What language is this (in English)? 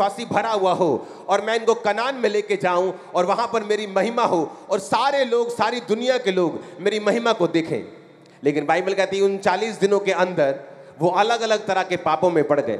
Hindi